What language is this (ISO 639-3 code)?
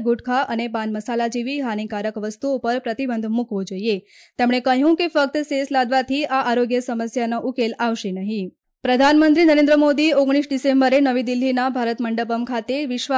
guj